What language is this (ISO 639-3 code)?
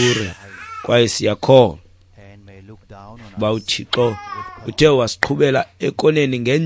xho